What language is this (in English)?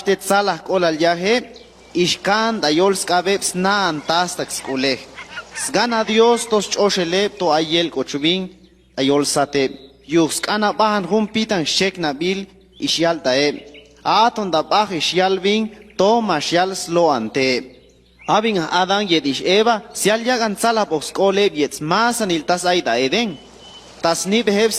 Chuj